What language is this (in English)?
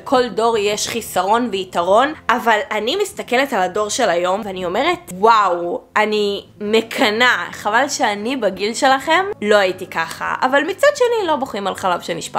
Hebrew